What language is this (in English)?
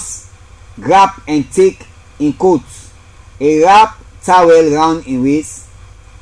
Krio